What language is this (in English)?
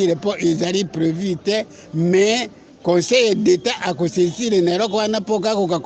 Lingala